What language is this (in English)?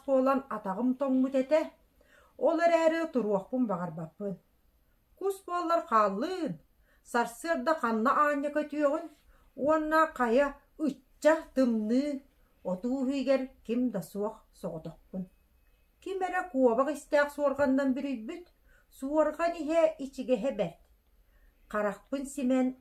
Yakut